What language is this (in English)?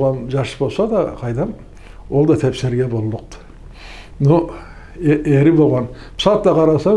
Karachay-Balkar